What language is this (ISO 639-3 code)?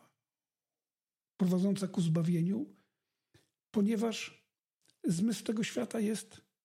pol